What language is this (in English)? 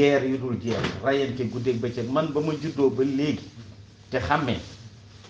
Wolof